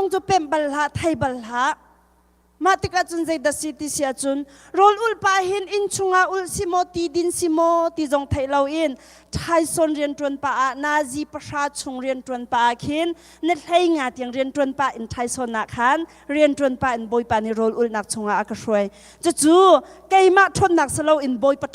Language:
Hakha Chin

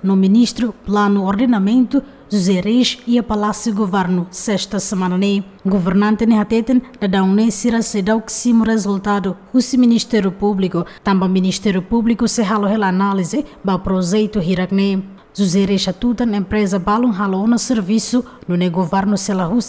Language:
Tetum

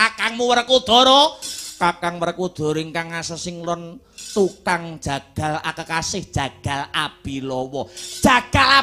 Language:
Javanese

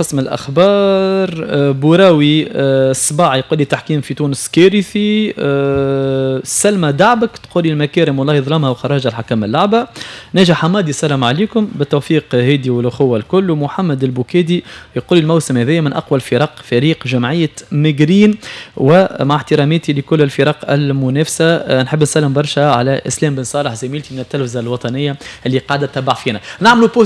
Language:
Tunisian Arabic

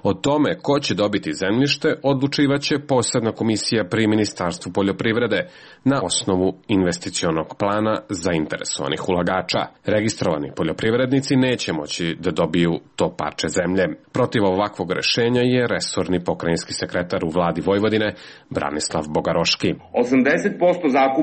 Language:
Serbian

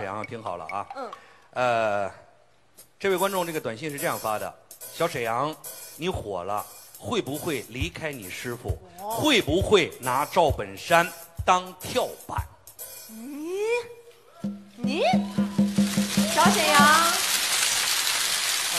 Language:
Chinese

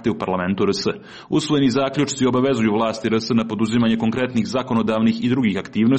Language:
Serbian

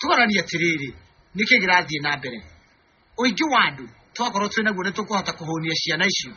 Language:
Kikuyu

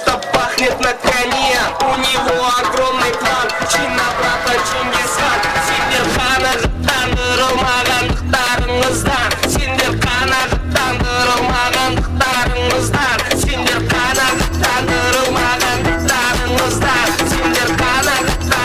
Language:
Kara-Kalpak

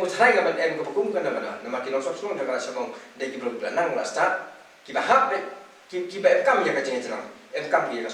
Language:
Khasi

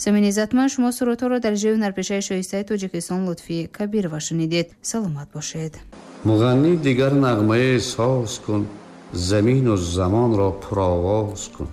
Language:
Tajik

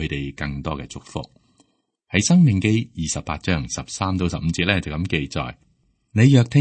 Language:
Cantonese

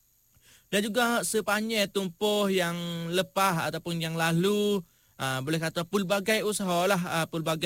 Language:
Malay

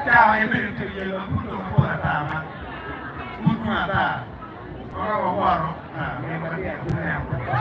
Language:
Acoli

